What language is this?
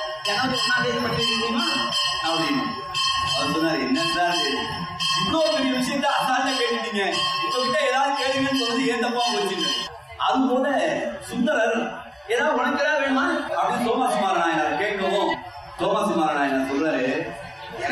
Tamil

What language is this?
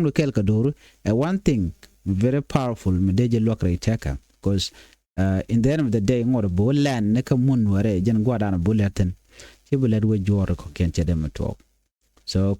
Nuer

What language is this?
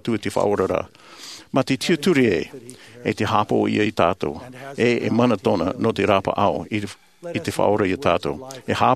Tahitian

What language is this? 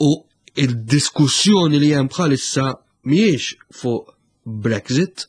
Maltese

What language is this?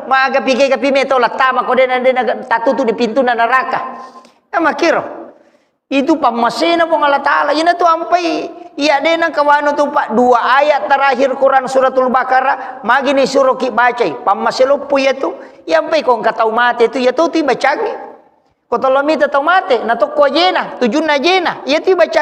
Buginese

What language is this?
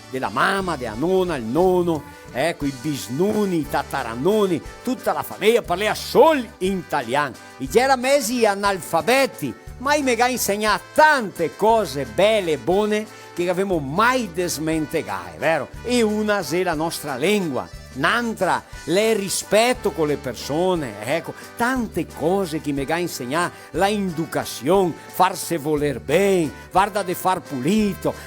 Venetian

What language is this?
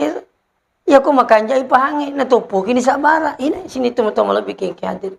Buginese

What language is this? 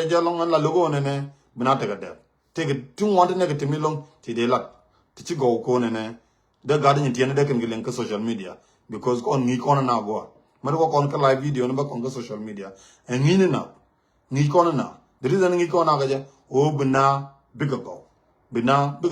Nuer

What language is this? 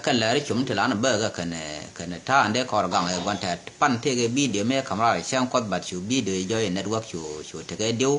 Nuer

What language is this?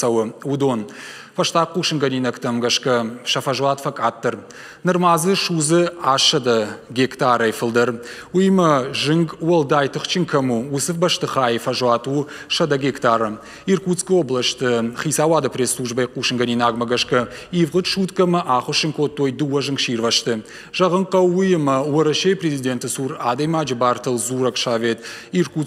Ossetic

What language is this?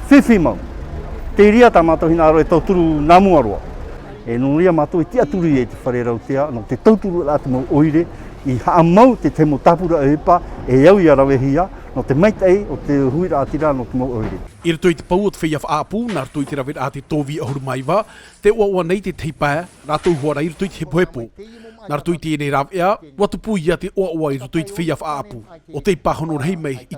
Tahitian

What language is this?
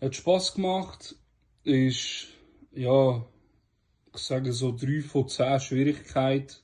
Swiss German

